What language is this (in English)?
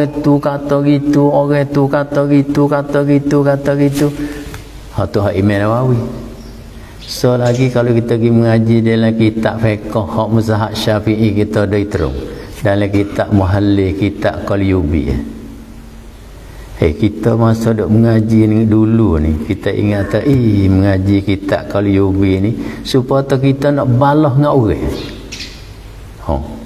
Malay